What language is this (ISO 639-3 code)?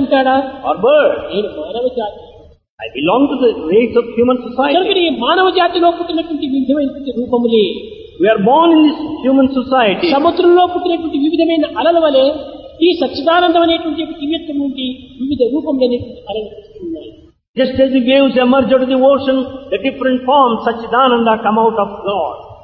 tel